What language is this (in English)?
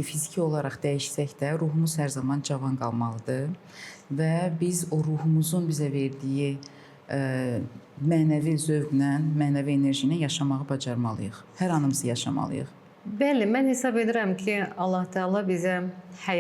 Azerbaijani